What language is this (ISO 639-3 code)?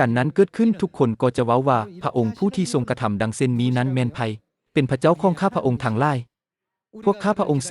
lao